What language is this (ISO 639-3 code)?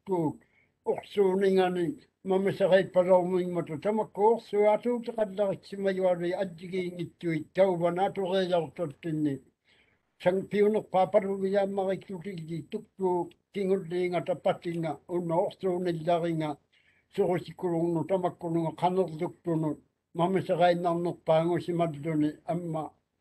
mri